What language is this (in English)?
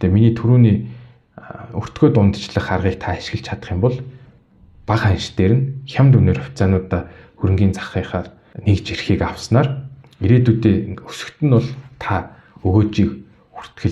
Mongolian